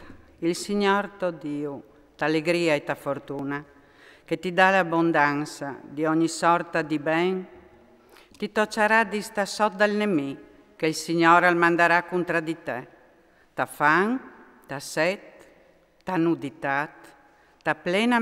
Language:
Friulian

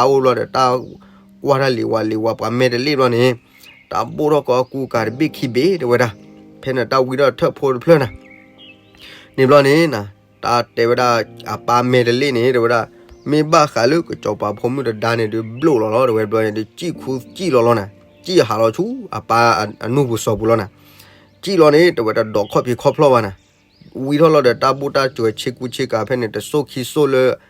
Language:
S'gaw Karen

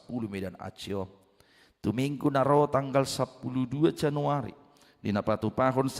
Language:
Batak Toba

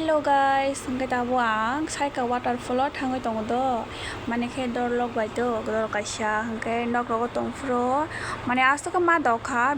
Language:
Kok Borok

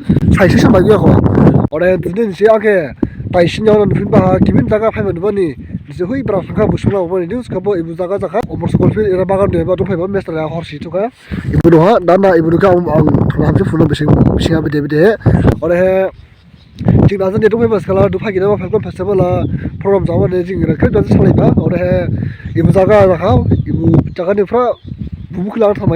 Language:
Dimasa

